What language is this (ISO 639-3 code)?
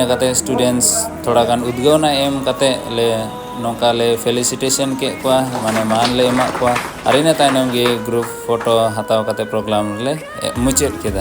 sat